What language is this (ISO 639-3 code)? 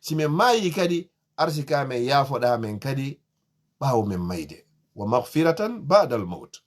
ful